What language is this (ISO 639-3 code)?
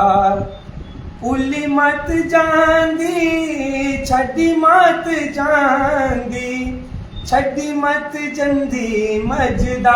doi